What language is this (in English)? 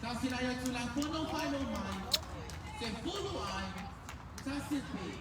Samoan